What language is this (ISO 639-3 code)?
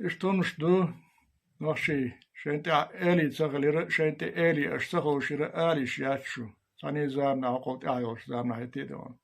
che